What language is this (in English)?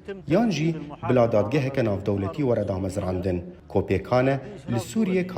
Kurdish